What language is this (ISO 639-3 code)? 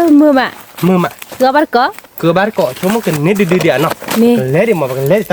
ksw